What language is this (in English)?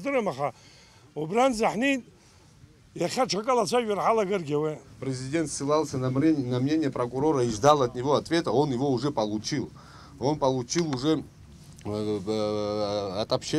Abkhazian